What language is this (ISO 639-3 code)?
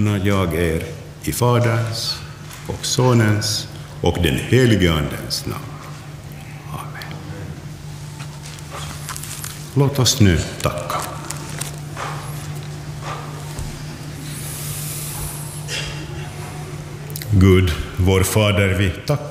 swe